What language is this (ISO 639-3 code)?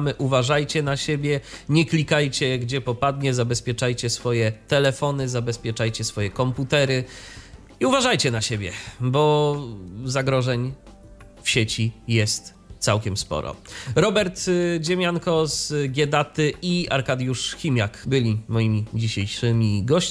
pol